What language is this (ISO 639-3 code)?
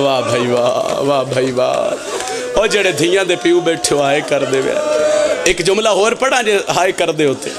phr